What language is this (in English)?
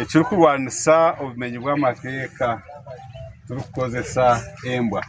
Nyankole